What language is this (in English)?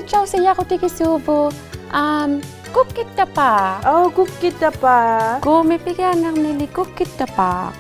Inuktitut